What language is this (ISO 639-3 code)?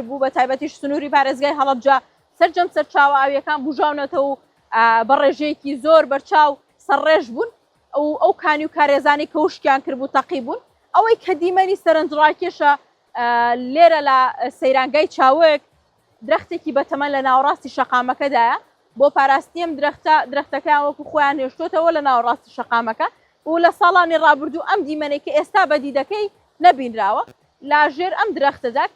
ckb